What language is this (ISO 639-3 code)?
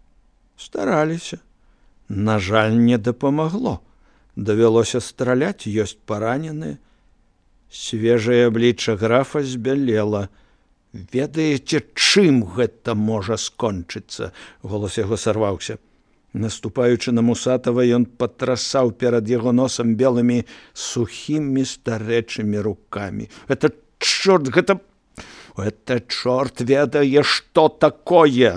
bel